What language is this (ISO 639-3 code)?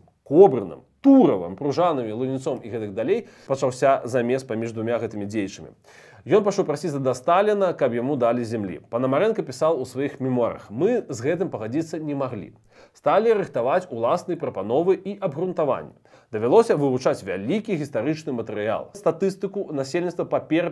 bel